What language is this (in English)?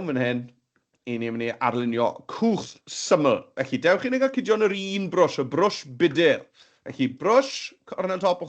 Welsh